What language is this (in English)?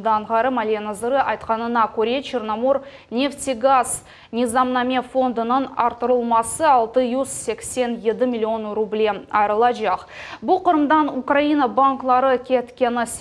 Crimean Tatar